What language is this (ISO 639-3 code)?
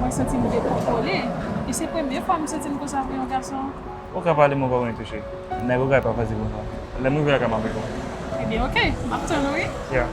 hat